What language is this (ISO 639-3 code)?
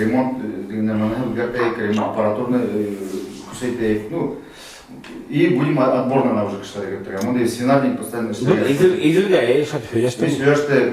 bak